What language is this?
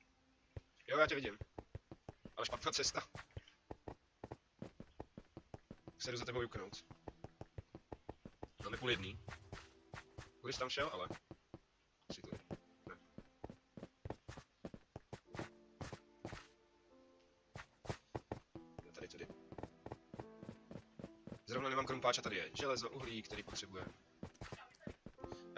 Czech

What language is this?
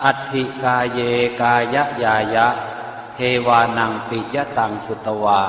Pali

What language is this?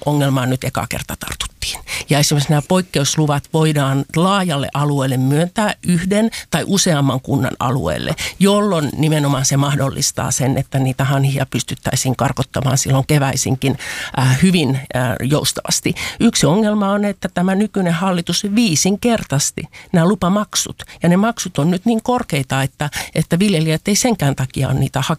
Finnish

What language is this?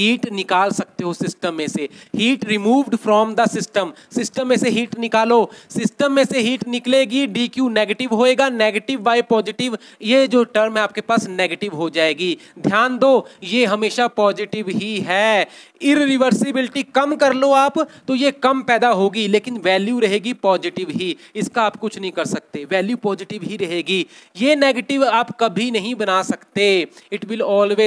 Hindi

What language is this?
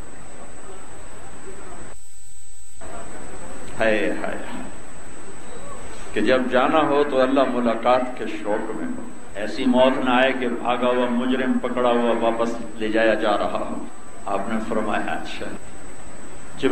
Urdu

